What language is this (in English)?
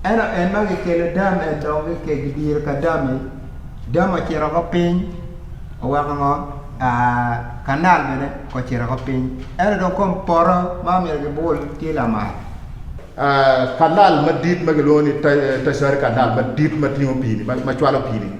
Acoli